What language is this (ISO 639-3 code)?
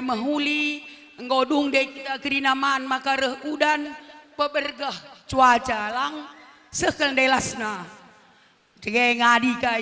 btx